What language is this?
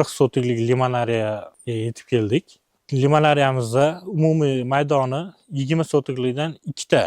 Uzbek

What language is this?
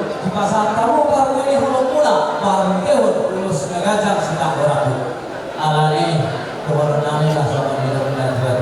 Batak Toba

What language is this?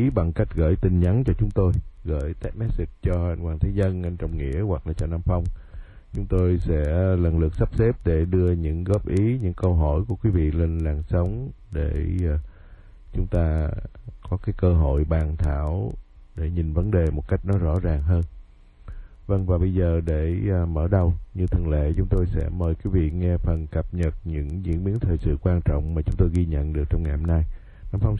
Vietnamese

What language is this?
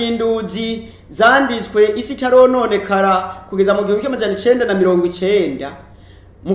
Rundi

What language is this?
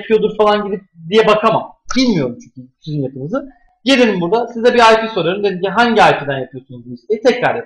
Turkish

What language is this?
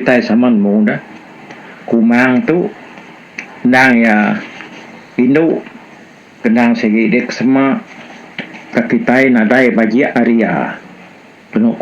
Iban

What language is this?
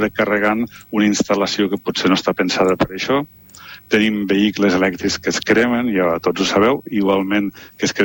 Catalan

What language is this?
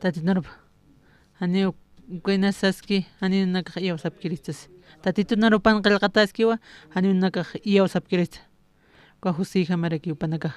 Aymara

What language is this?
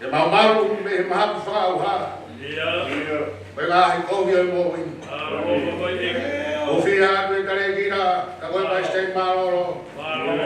Tongan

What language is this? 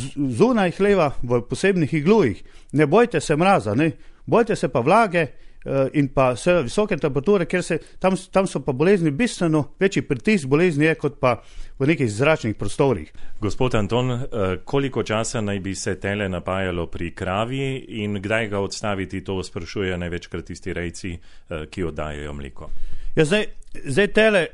Slovenian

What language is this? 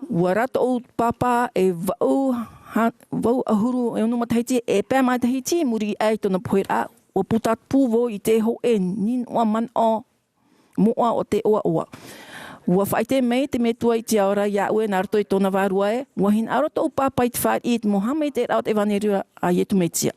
Tahitian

